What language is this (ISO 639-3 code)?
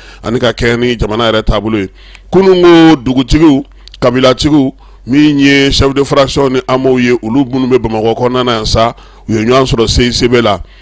bam